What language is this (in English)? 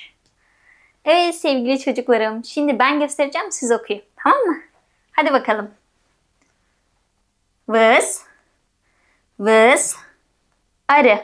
Turkish